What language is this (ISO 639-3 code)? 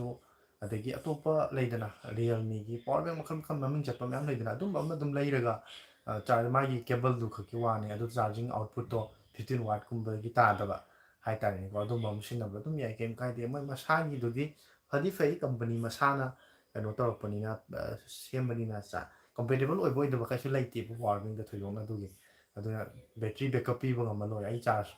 mni